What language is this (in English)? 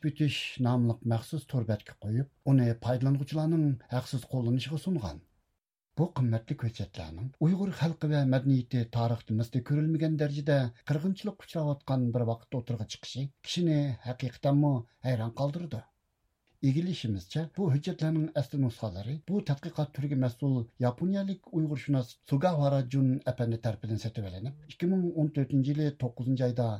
Uyghur